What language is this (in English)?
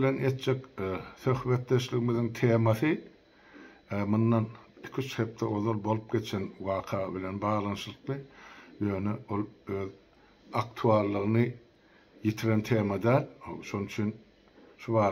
Turkmen